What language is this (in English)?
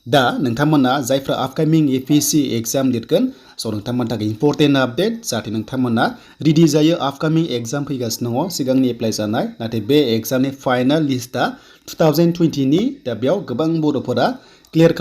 Bodo